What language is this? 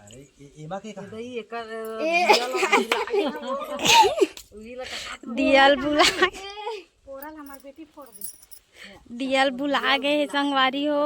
Chhattisgarhi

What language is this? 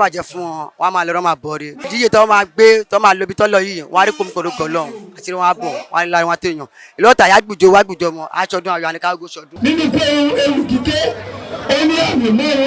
Yoruba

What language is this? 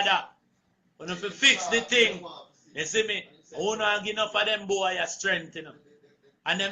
Jamaican Creole English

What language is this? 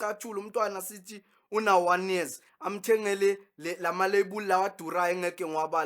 Zulu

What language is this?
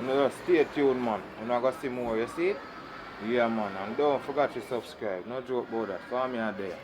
Jamaican Creole English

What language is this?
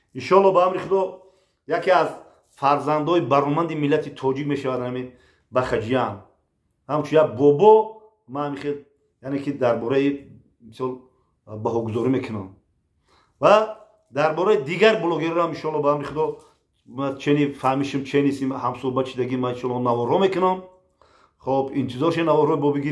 Tajik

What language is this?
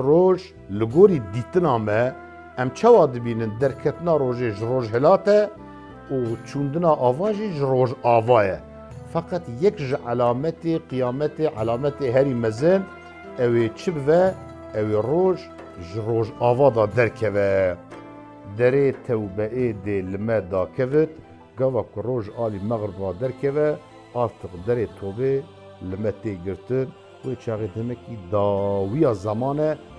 Kurdish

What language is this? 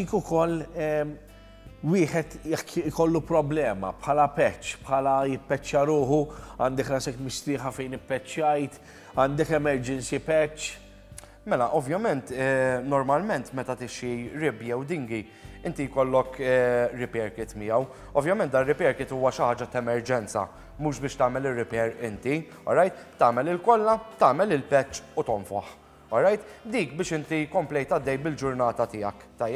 Maltese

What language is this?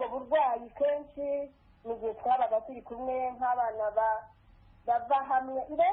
Kinyarwanda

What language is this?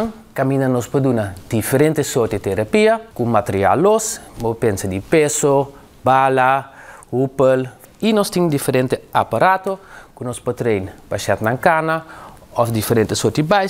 Papiamento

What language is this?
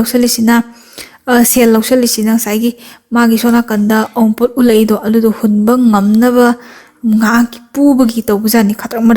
Manipuri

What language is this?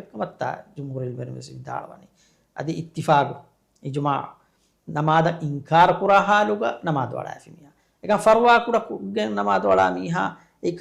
Divehi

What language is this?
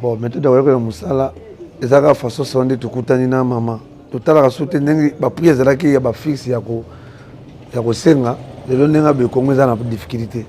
Lingala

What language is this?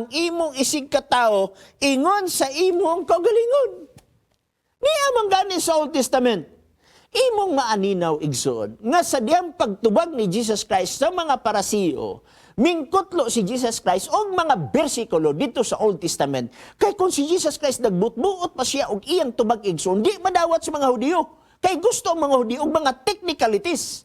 Cebuano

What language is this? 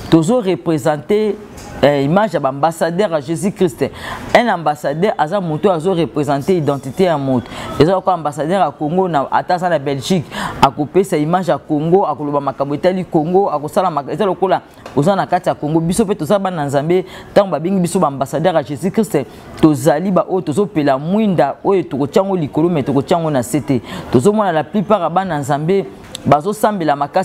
Lingala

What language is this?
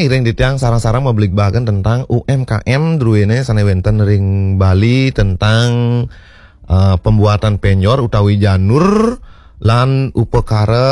Balinese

